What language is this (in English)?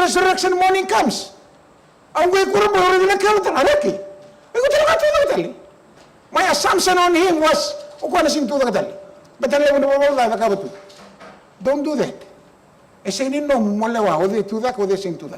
Fijian